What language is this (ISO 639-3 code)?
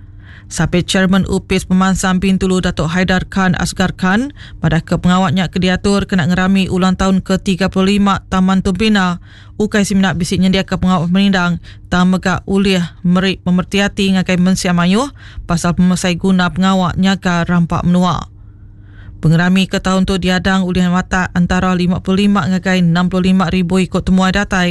iba